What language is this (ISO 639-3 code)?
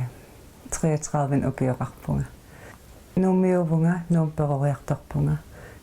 kal